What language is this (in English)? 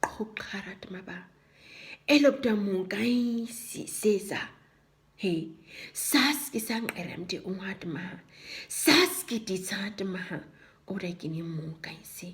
Nama